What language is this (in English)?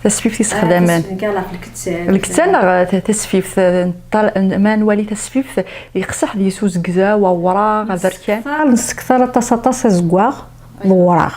Kabyle